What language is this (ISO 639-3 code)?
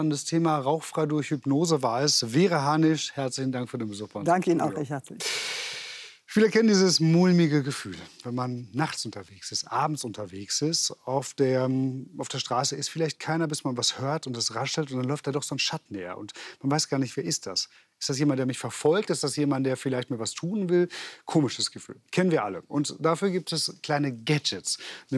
deu